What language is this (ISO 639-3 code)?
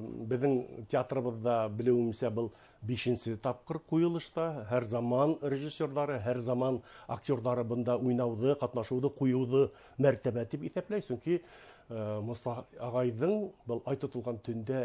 bak